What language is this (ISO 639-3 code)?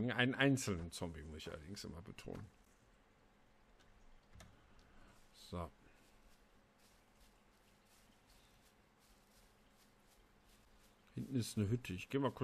deu